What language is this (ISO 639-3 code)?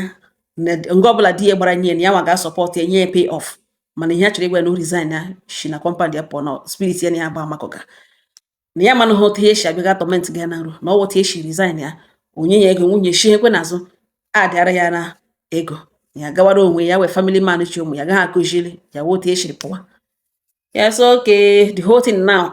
ibo